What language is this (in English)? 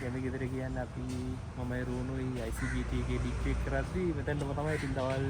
Sinhala